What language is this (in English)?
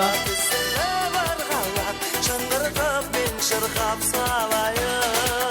Kara-Kalpak